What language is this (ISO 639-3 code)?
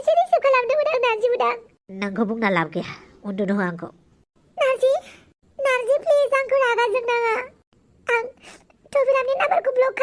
brx